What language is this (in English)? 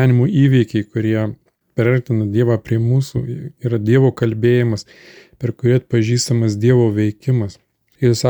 Lithuanian